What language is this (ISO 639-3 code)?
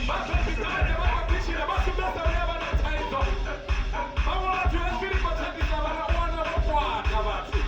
ven